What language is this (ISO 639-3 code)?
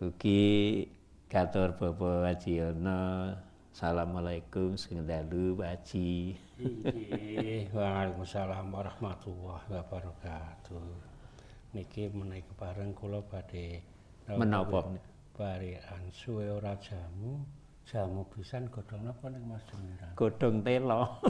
jav